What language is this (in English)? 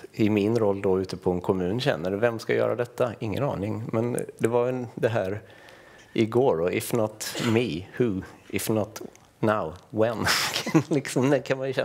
Swedish